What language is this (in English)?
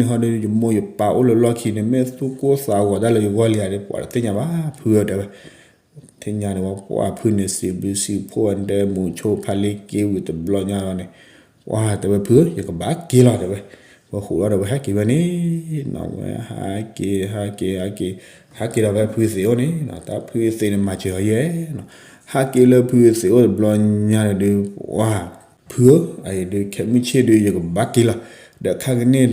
S'gaw Karen